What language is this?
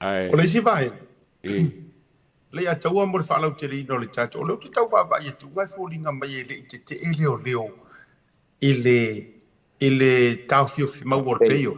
Samoan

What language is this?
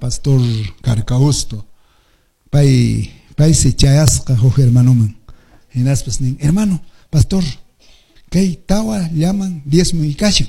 Quechua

